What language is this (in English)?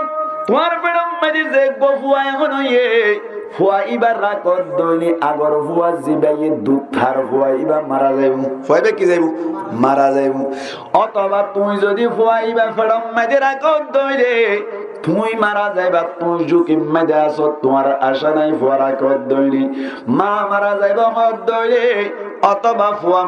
Rohingya